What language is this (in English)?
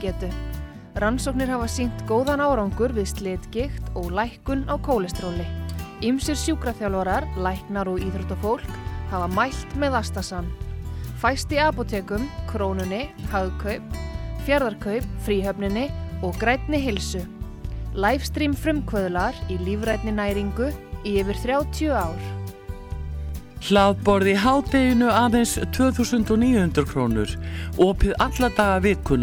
Icelandic